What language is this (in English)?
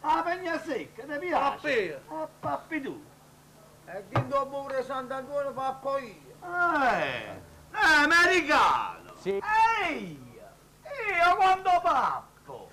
Neapolitan